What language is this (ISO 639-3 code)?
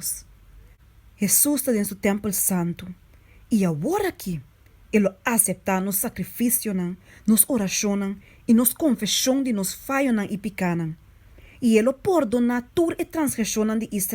pap